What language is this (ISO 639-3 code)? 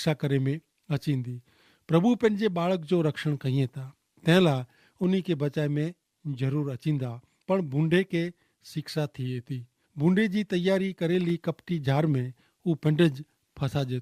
kfr